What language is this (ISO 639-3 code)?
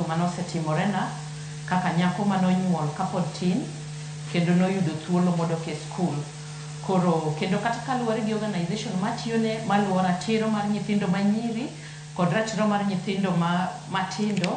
luo